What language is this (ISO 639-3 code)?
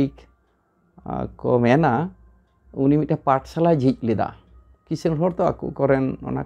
sat